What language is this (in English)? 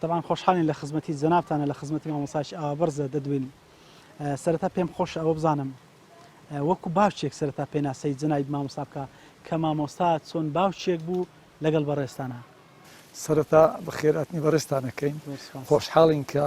Central Kurdish